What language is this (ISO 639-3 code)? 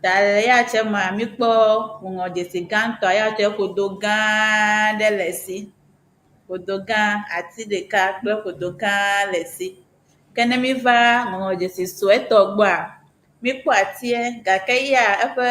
ewe